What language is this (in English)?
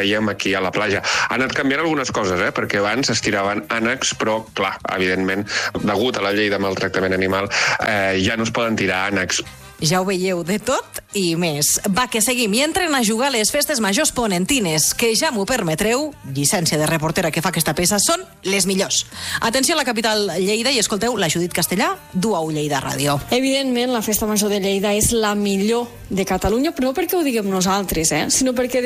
Catalan